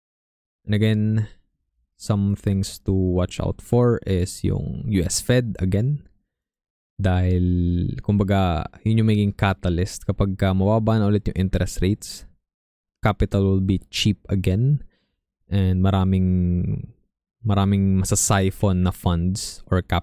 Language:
Filipino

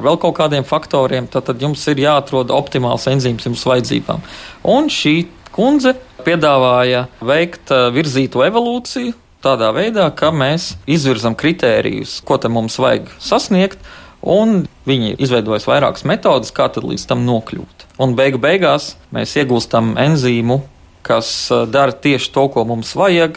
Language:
Latvian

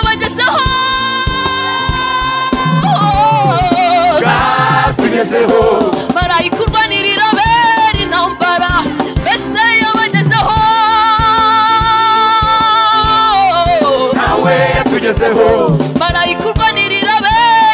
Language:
Kinyarwanda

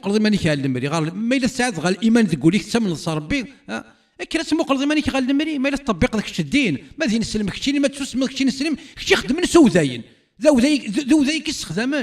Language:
Kabyle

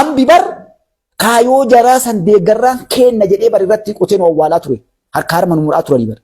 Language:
Oromo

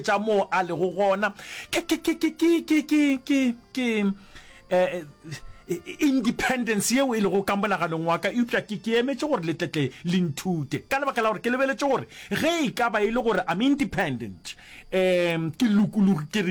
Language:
Northern Sotho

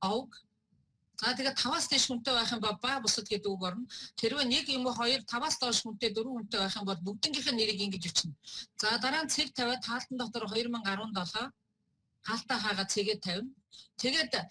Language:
Mongolian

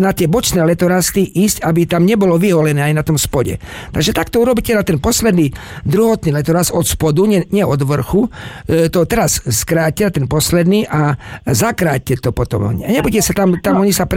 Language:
Slovak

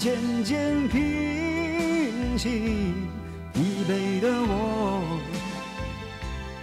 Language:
Chinese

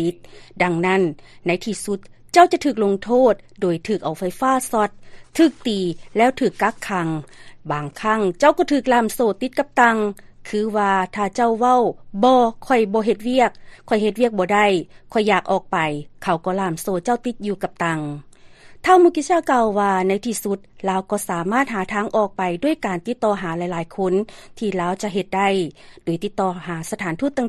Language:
Lao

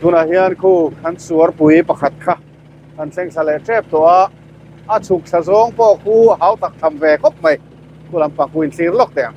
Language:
Mizo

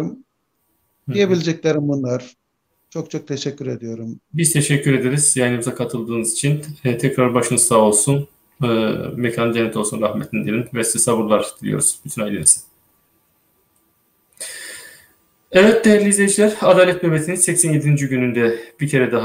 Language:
Turkish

